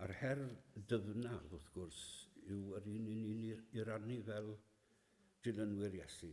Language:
Welsh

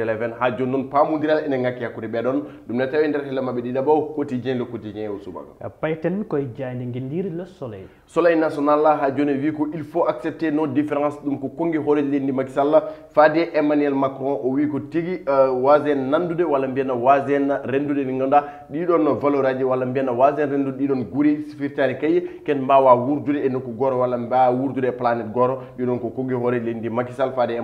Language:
Fula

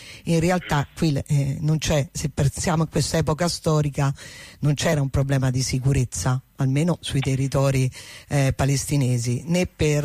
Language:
Italian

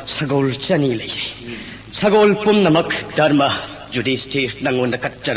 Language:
Manipuri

